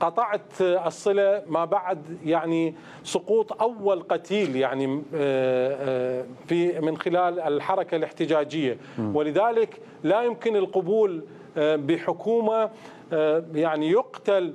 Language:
Mesopotamian Arabic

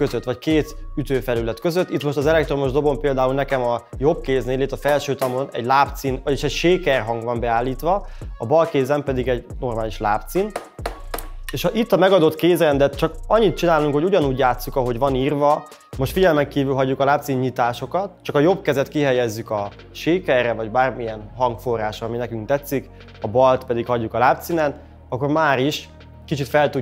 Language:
Hungarian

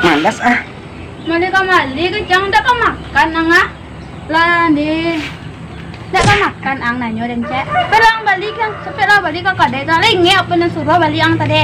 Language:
Minangkabau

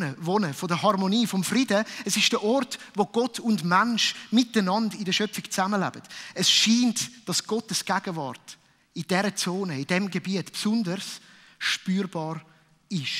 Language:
Swiss German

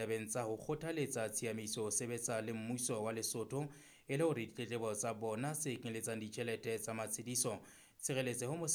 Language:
Southern Sotho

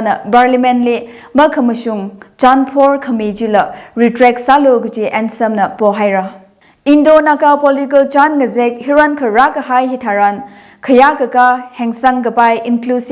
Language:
Tangkhul Naga (India)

